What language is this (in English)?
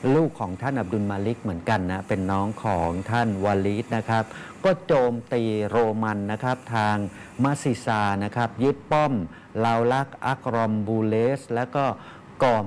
Thai